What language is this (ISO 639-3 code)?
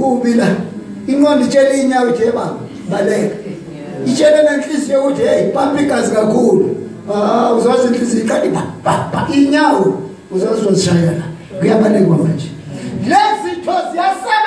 zul